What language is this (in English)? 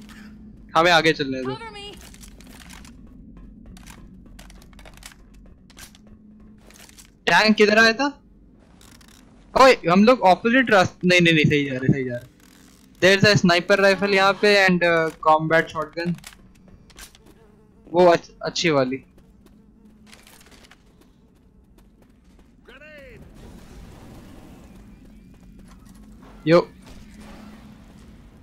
Hindi